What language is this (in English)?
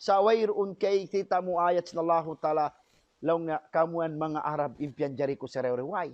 Tausug